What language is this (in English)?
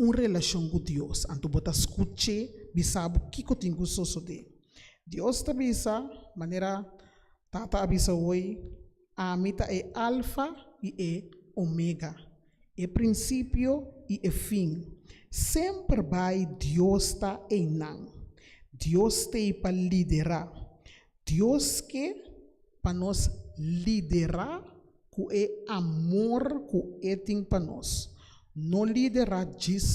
Papiamento